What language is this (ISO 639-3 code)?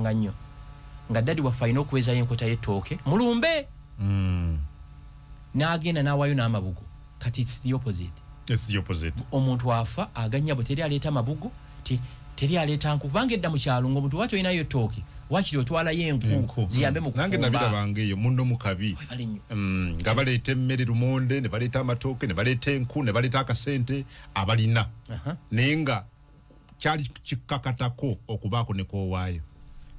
lug